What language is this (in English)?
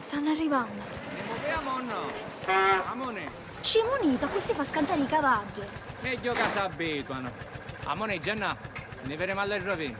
Sicilian